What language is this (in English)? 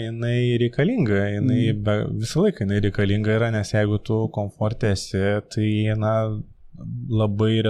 Lithuanian